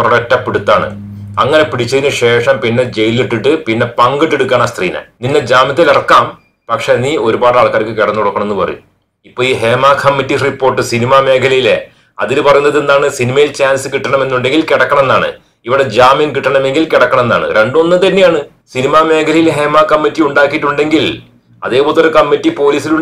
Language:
Malayalam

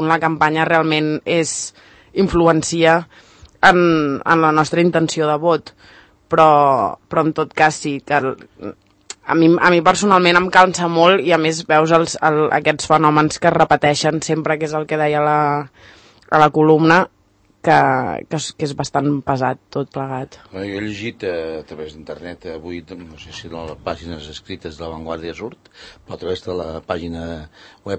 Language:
Catalan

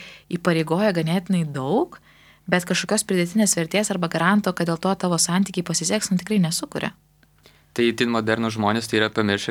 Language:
Lithuanian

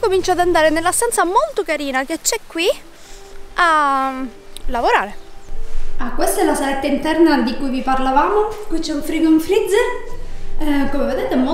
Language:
Italian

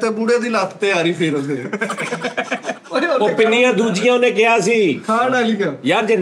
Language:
Punjabi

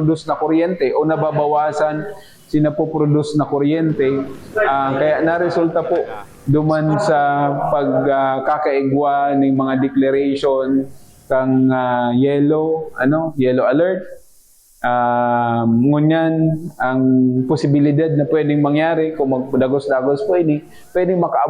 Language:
Bikol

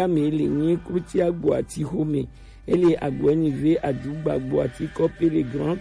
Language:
Gen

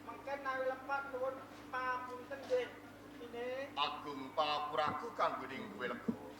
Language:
Javanese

